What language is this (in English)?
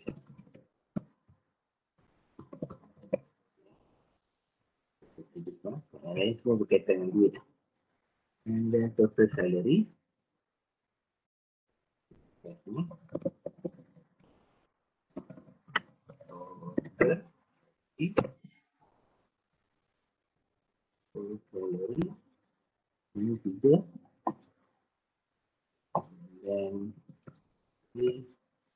Malay